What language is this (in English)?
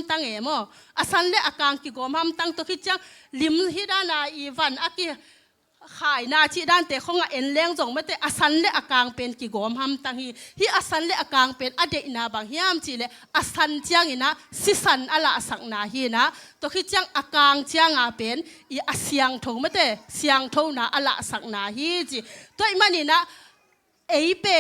Tedim Chin